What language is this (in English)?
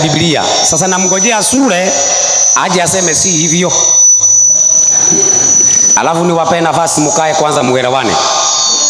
Swahili